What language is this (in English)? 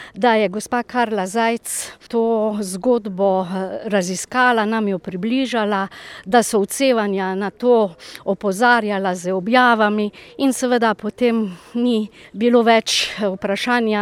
Slovenian